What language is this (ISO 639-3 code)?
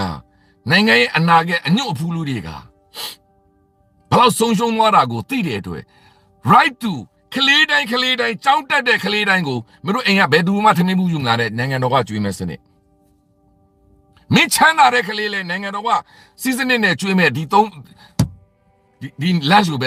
mya